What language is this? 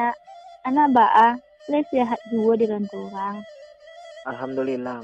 Minangkabau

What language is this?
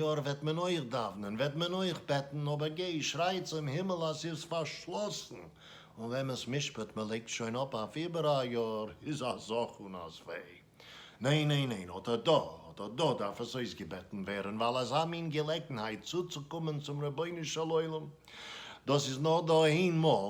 Yiddish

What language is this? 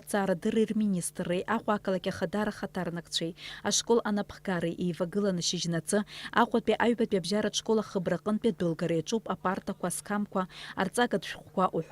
Abkhazian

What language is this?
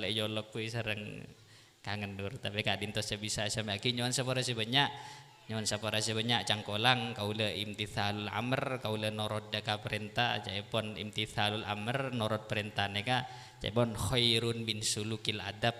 Madurese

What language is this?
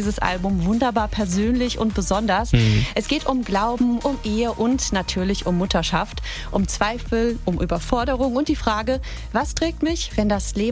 German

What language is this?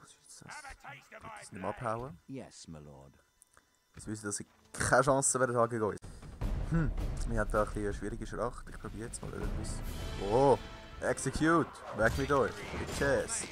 Swiss German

